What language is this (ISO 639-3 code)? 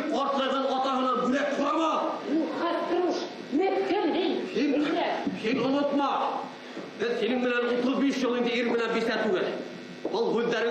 bak